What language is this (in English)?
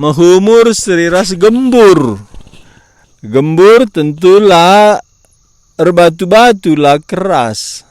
Batak Karo